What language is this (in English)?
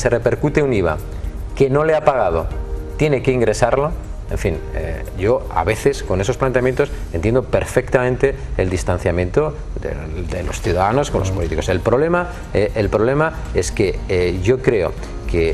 Spanish